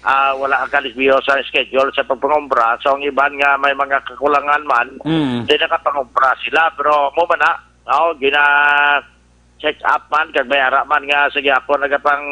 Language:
Hiligaynon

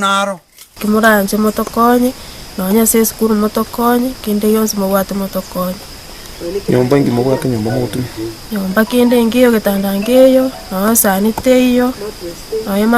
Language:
Gusii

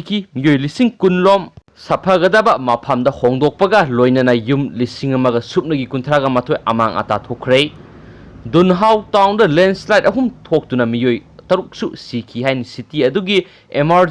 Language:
Manipuri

